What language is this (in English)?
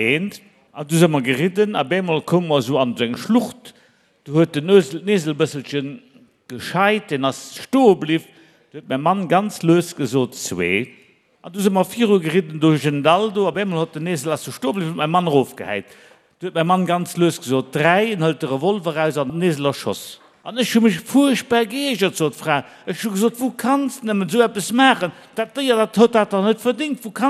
Luxembourgish